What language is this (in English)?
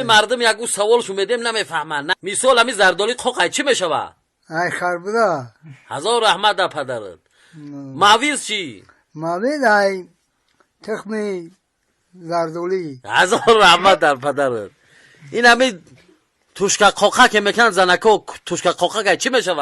Tajik